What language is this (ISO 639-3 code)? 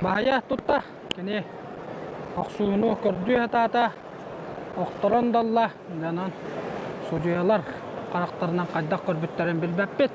sah